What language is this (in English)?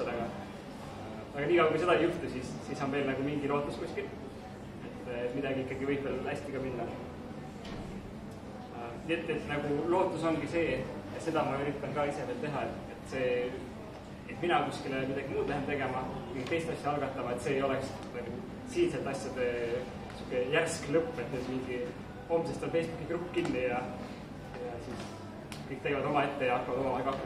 Estonian